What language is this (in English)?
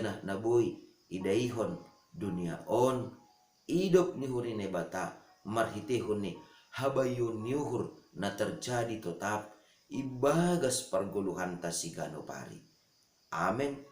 Batak Simalungun